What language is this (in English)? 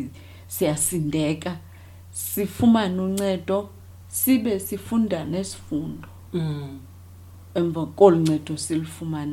Xhosa